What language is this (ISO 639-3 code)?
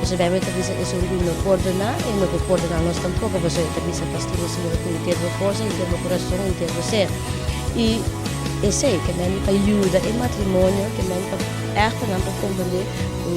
pap